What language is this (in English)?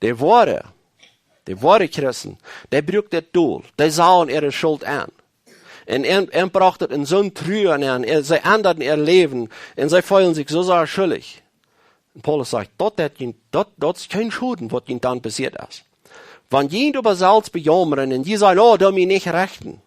Plautdietsch